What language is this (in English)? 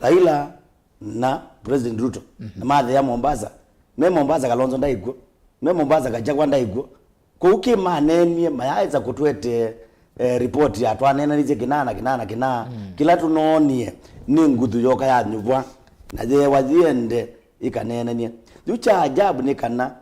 Kamba